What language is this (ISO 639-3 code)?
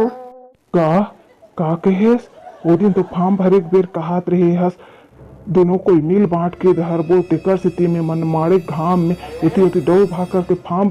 hne